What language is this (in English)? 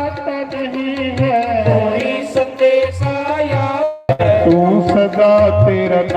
Dogri